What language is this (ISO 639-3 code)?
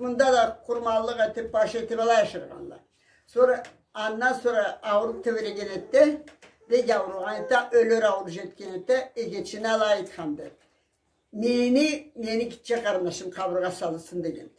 krc